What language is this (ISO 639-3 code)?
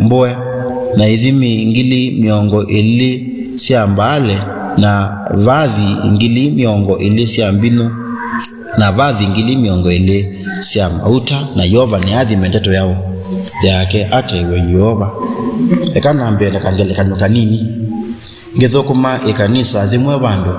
kam